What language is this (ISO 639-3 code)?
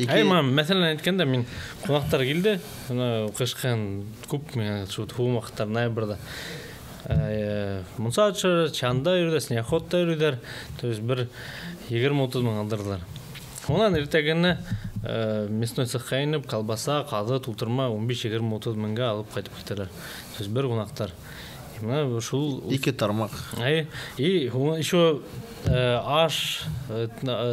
bak